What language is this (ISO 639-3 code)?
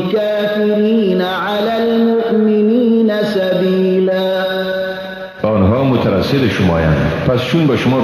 fas